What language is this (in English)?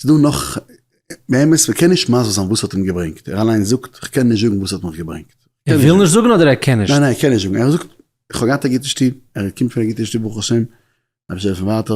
Yiddish